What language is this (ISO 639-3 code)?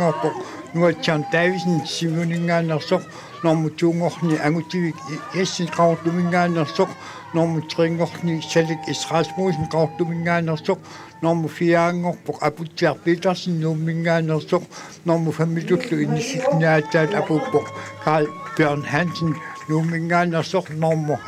kal